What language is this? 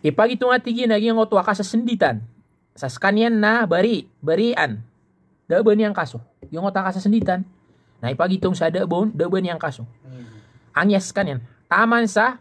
Maranao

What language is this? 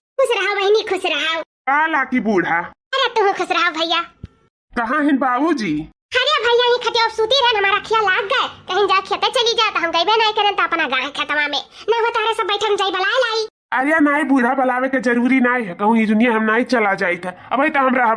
Awadhi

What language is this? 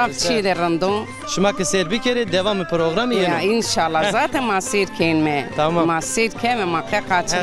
Zaza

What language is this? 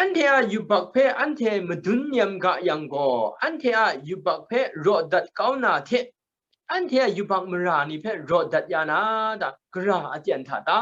Kachin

